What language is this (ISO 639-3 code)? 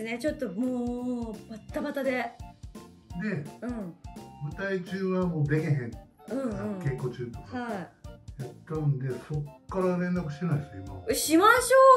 jpn